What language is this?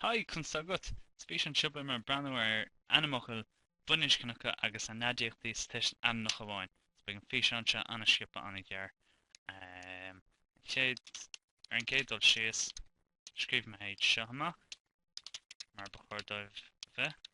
Irish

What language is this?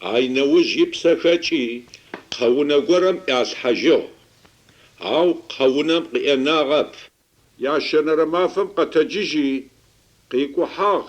Adyghe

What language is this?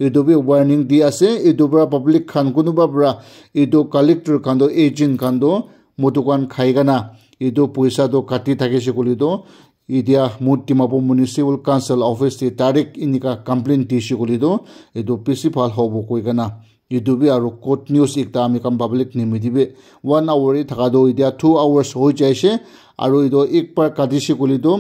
Naga Pidgin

